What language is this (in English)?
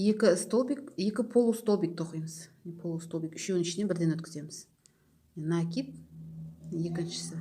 Kazakh